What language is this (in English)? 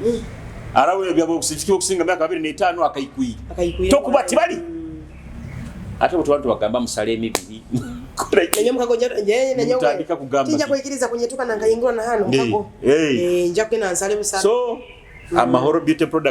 Nyoro